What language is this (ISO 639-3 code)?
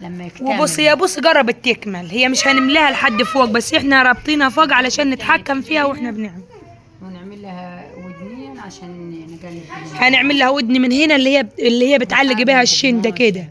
arz